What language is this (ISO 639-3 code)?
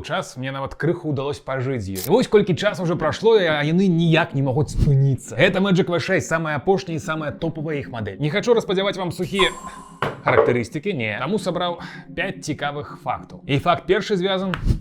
bel